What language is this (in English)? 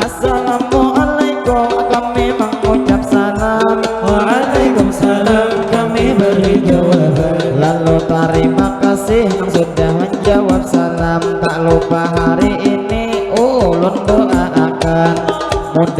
Banjar